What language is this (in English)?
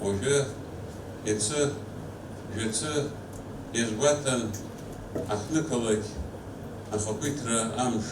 Abkhazian